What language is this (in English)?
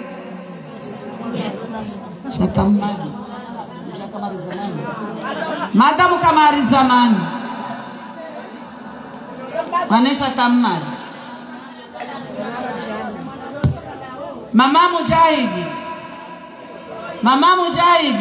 Swahili